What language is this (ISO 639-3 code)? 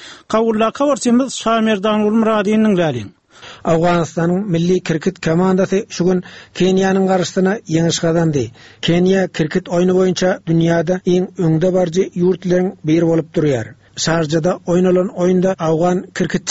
tuk